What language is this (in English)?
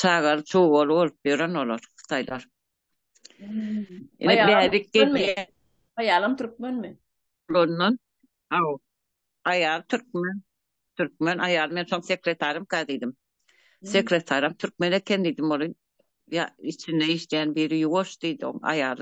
Turkmen